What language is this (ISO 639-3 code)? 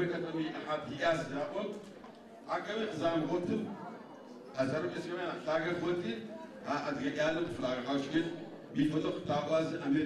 ady